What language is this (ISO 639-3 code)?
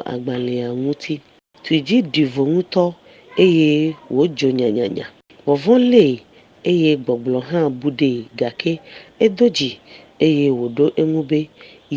ewe